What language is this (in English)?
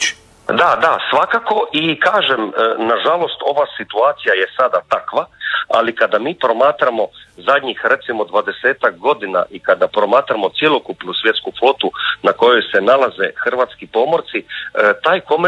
Croatian